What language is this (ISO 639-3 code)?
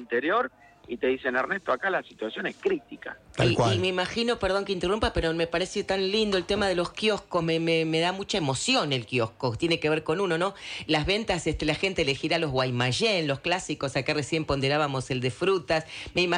spa